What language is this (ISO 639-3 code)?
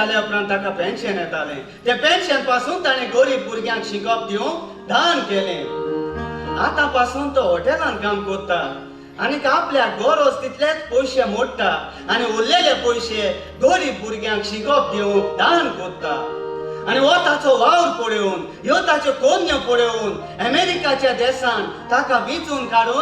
kok